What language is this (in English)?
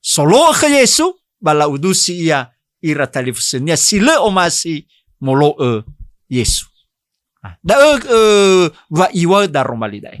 Nias